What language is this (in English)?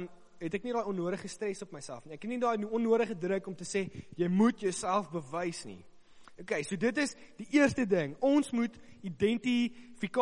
Afrikaans